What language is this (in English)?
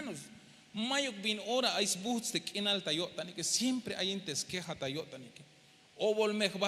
Tzeltal